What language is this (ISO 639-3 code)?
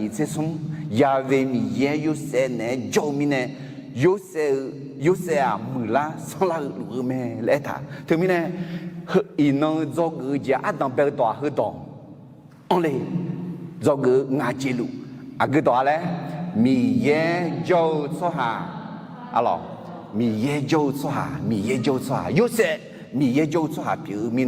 ahk